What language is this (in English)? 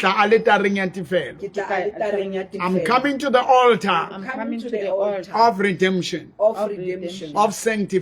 Southern Sotho